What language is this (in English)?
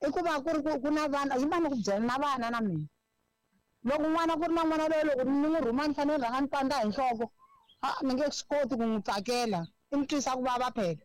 Tsonga